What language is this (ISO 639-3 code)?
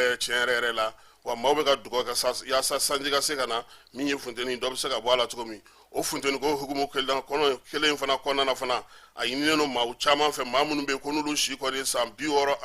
bam